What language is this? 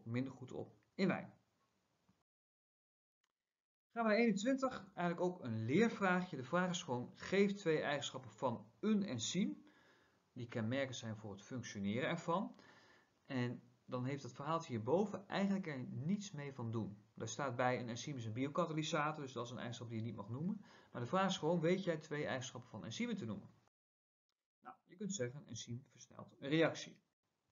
Dutch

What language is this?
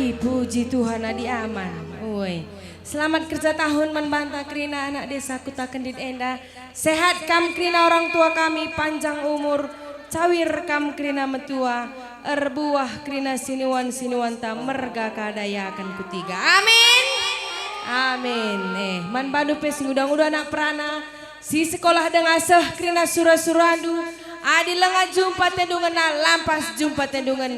Batak Karo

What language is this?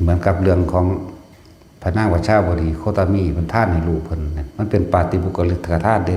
Northeastern Thai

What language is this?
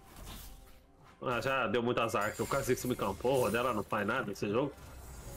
Portuguese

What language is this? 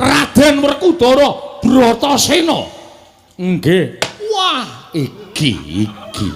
Javanese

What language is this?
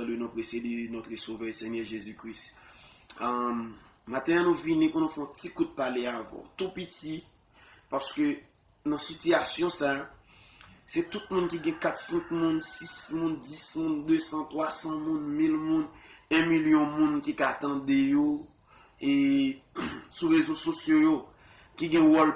Haitian Creole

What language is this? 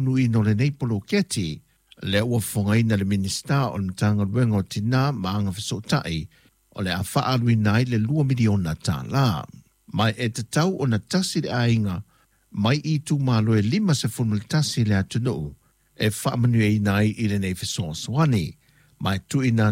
Samoan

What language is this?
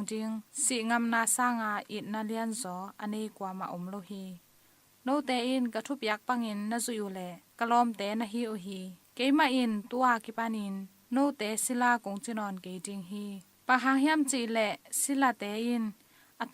Tedim Chin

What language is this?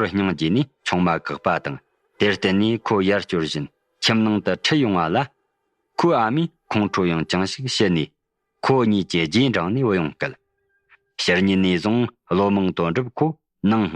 Tibetan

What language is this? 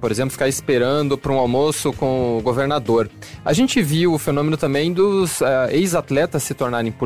Portuguese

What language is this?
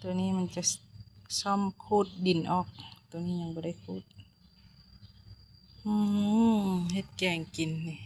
Lao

